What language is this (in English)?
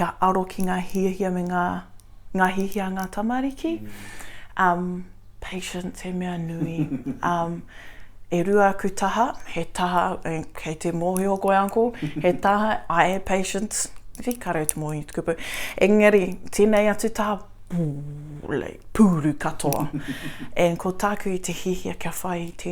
Māori